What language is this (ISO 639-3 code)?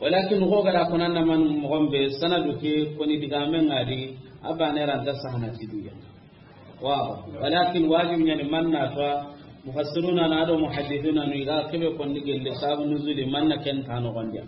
snk